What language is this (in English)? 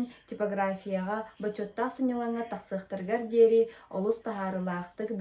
Yakut